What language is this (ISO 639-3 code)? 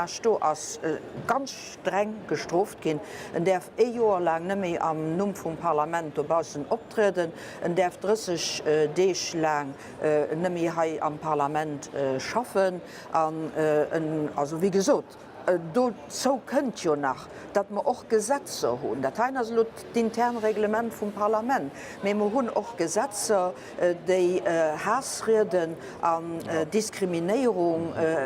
ltz